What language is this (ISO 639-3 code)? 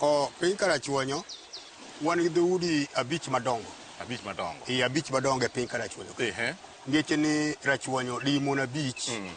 luo